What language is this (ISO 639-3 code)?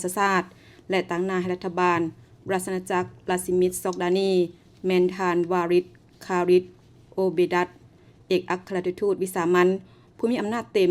lao